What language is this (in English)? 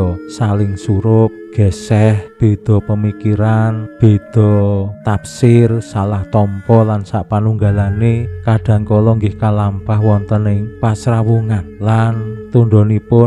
Javanese